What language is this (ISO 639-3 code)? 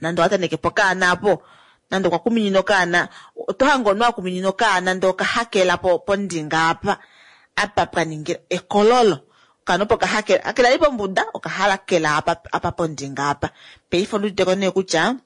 kua